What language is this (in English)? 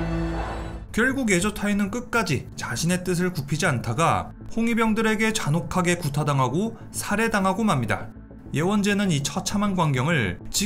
Korean